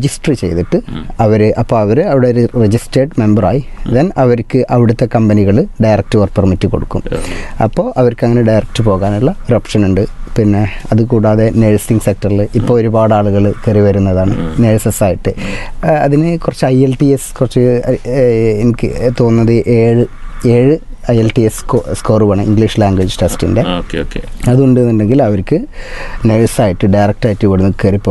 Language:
Malayalam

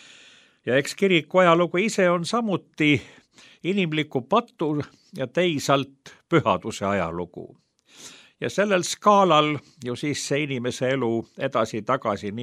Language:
Estonian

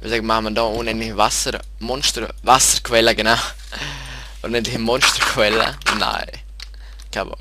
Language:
Swiss German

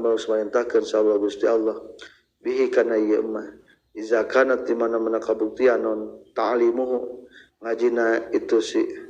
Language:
Sundanese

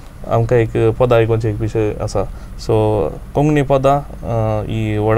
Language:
Konkani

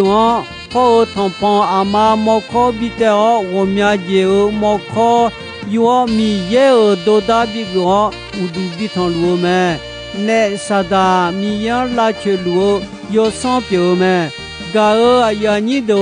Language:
Akha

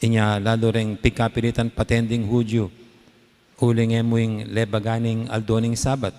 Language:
Pampanga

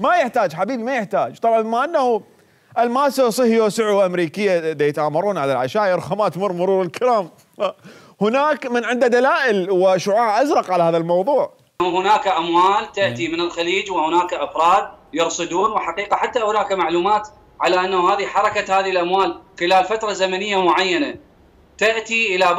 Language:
Mesopotamian Arabic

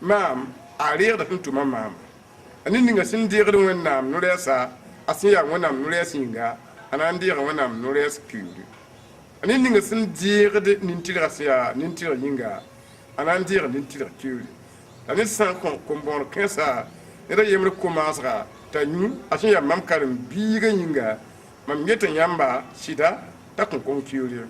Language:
Mossi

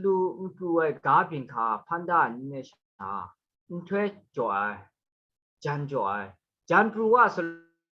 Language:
Kachin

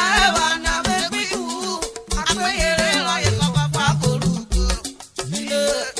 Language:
Urhobo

